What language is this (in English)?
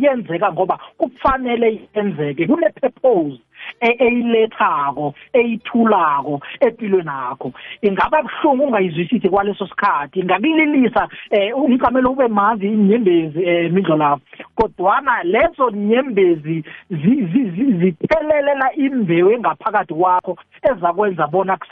South Ndebele